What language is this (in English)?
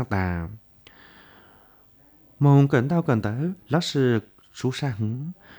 Vietnamese